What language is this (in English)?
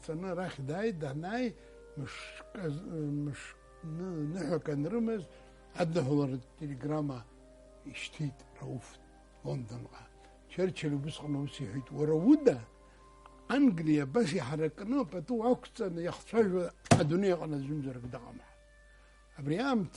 Abkhazian